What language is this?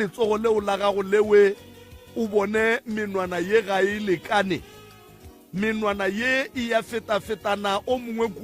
Northern Sotho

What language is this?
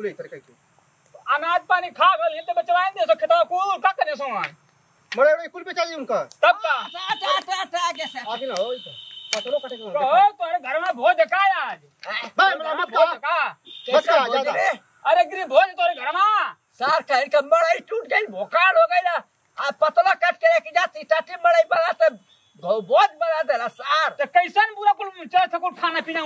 Bhojpuri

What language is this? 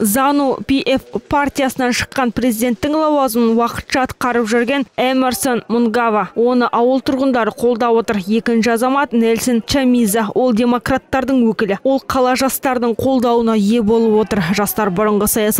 Kazakh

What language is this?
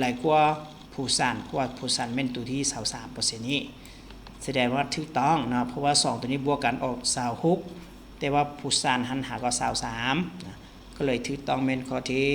Lao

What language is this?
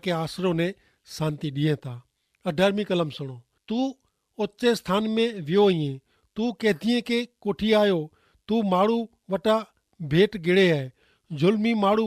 Kachhi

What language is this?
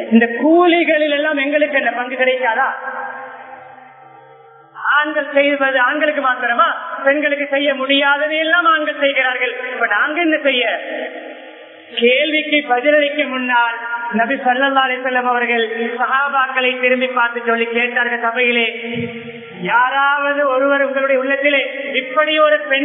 Tamil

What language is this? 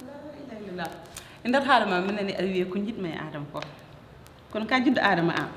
Fula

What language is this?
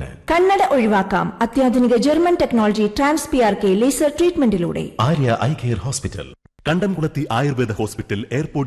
Malayalam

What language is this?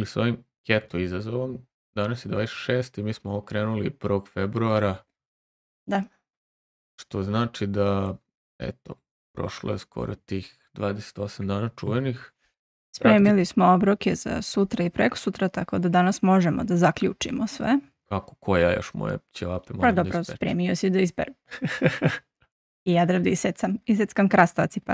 Serbian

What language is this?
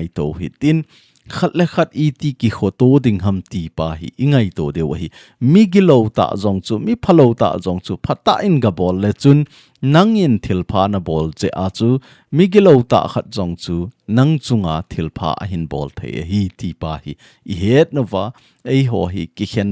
Thado Chin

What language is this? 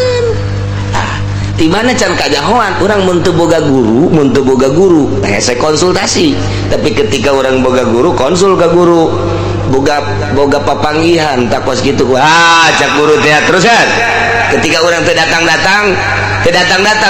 Sundanese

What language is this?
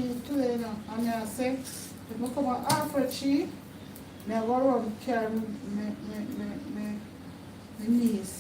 Jamaican Creole English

